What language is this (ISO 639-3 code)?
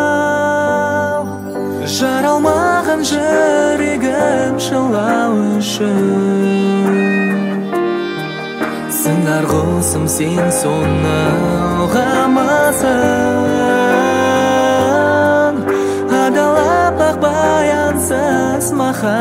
kaz